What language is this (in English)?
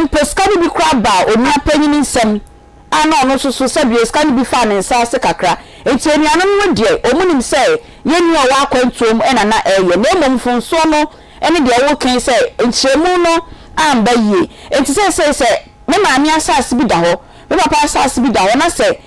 Akan